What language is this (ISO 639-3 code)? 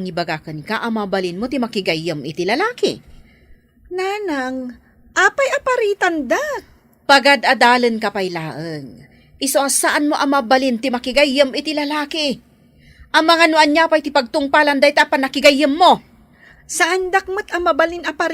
ilo